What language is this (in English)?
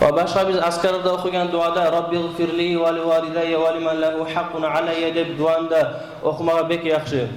Kumyk